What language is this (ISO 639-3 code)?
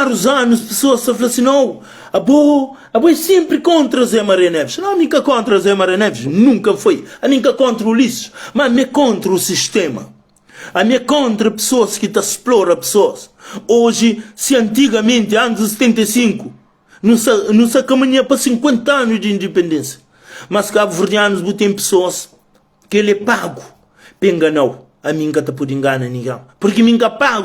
kea